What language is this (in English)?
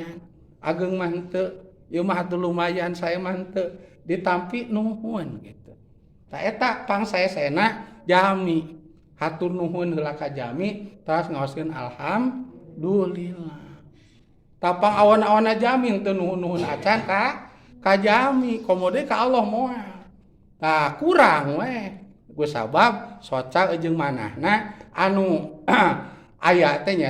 Sundanese